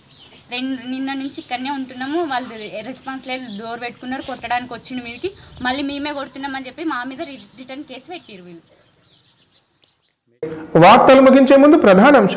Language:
Telugu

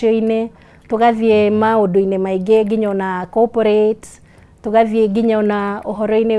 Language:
Kikuyu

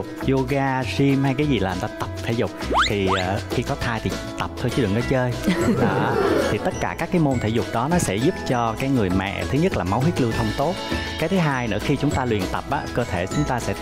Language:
Vietnamese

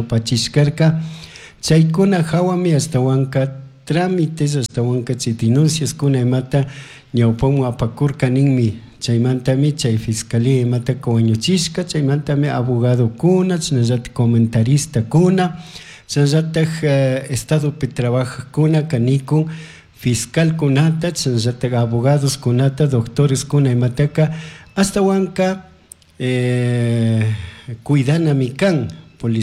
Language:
Chimborazo Highland Quichua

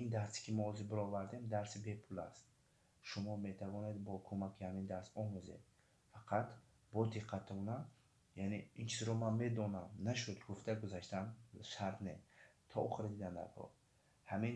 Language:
Tajik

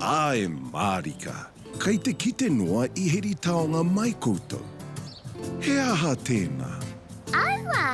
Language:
Māori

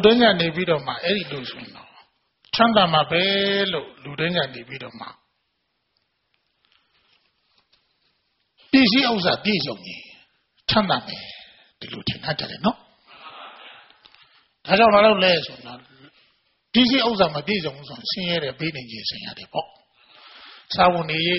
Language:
Burmese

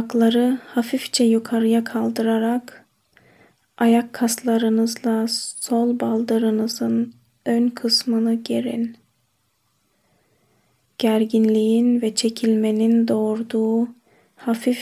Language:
Turkish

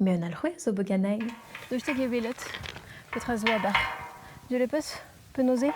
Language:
Breton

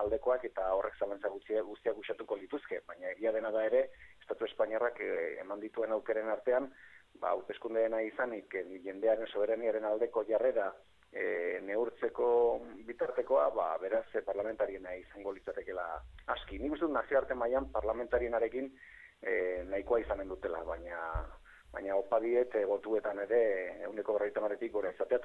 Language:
Basque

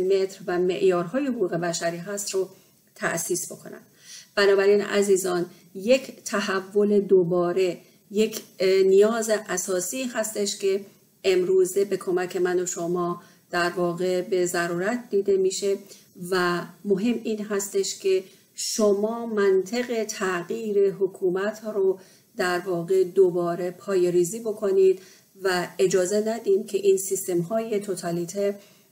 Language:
Persian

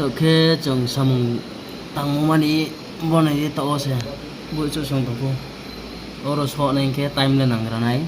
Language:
Riang (India)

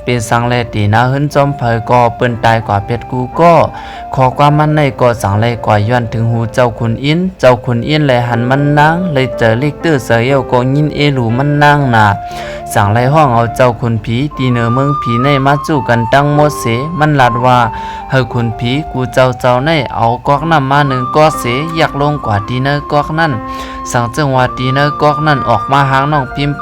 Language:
Shan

